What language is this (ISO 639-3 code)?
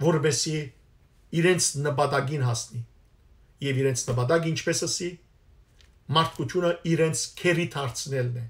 hyw